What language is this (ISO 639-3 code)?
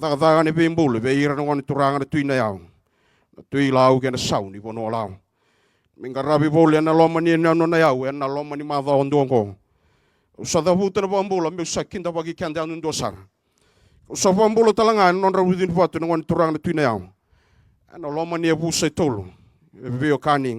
fij